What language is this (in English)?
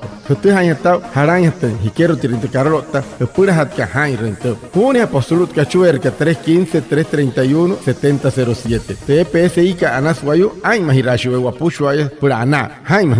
Wayuu